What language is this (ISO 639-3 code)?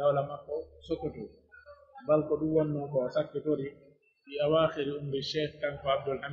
fuf